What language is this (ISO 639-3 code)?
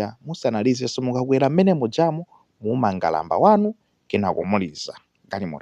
nya